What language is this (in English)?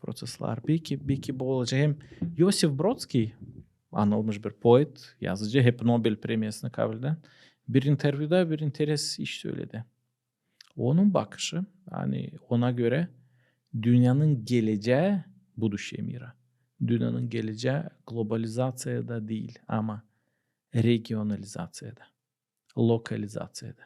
Gagauz